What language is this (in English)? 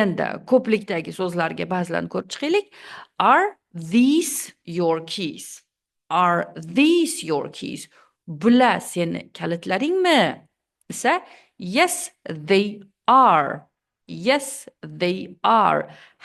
Uzbek